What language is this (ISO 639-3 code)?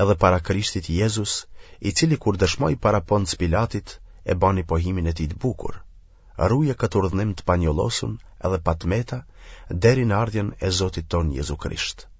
sqi